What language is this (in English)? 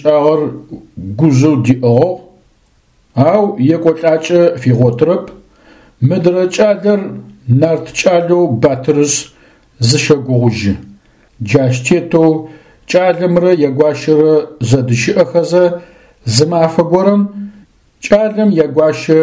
Adyghe